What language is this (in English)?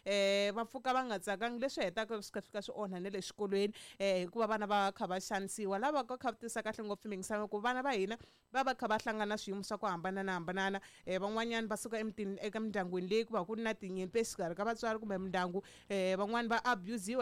Tsonga